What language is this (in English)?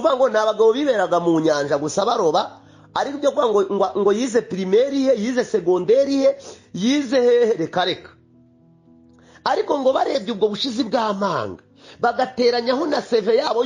Kinyarwanda